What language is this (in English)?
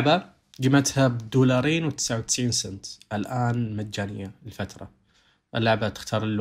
Najdi Arabic